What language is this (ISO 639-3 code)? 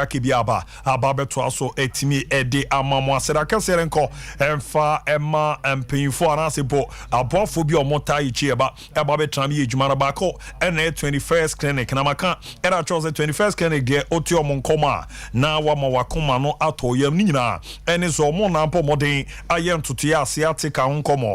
aka